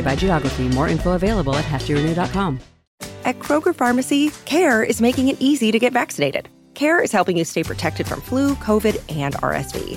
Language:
English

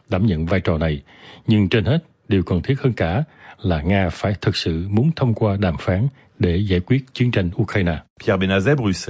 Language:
Vietnamese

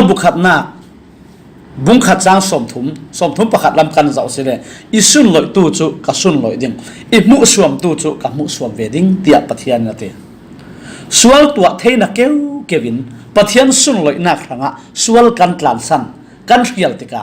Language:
Falam Chin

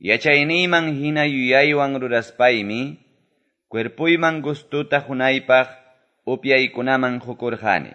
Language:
Quechua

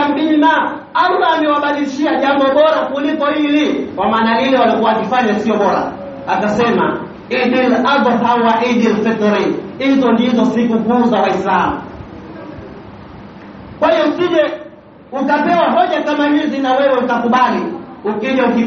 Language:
Swahili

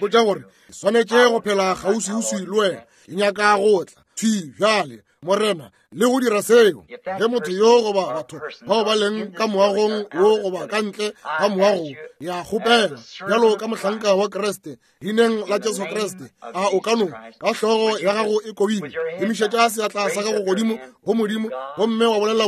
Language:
Northern Sotho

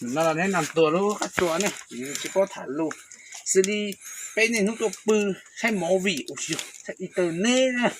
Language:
Hmong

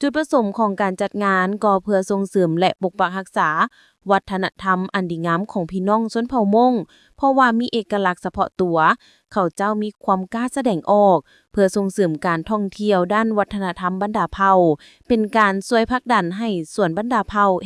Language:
Lao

